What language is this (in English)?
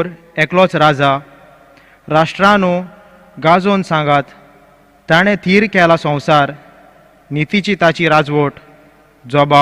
Konkani